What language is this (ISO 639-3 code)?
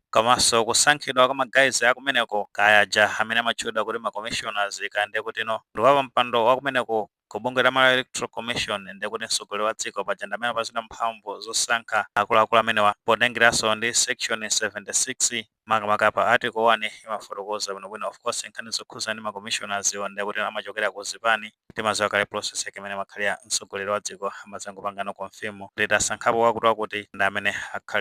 nya